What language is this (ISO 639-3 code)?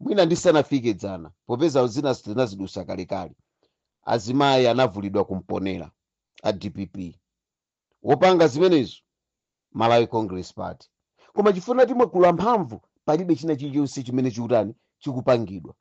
nya